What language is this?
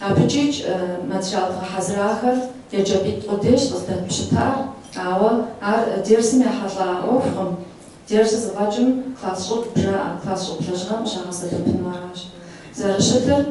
Kabardian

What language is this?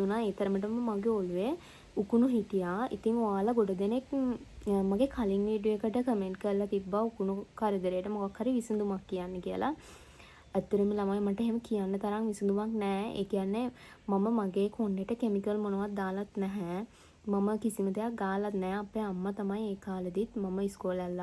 Sinhala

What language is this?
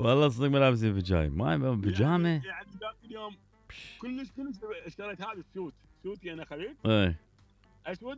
Mesopotamian Arabic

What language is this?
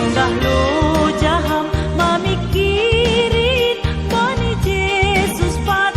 Batak Simalungun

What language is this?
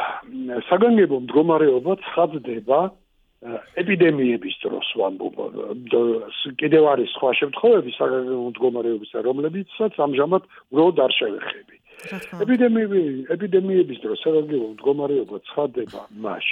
Georgian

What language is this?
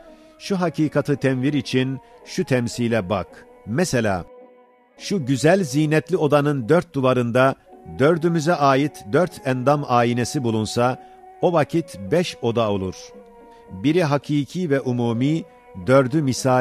Ottoman Turkish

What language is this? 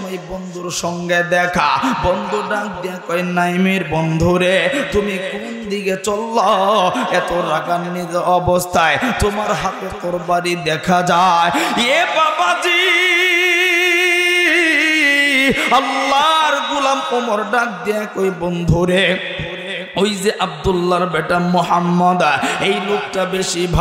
Bangla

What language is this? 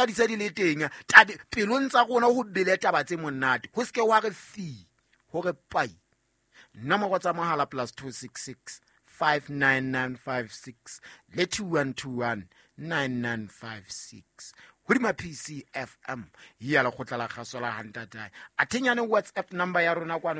Southern Sotho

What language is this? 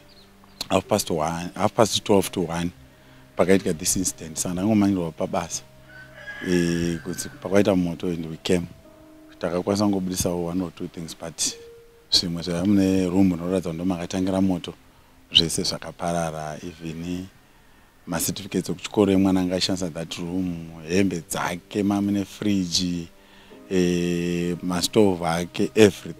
Shona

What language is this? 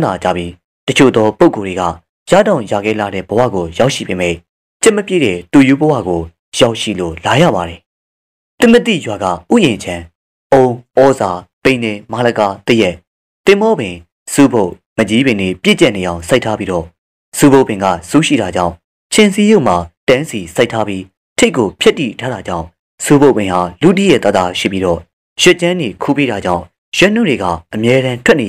Burmese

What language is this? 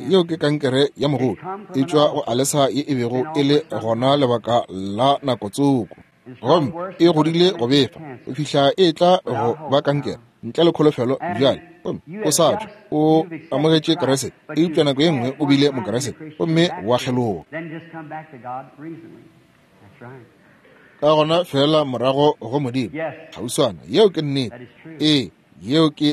Northern Sotho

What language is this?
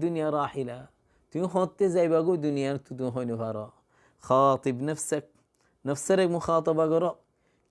Rohingya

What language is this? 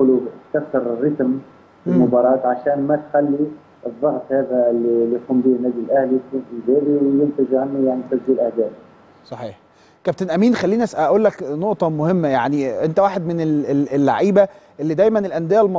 Egyptian Arabic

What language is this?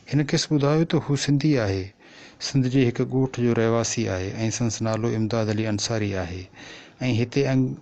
Sindhi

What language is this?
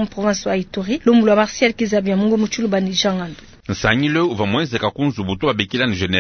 Luba-Lulua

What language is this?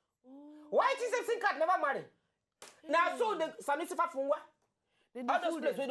Nigerian Pidgin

